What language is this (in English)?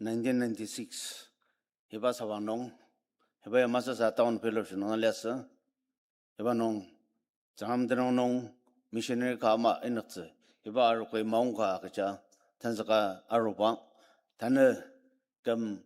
Ao Naga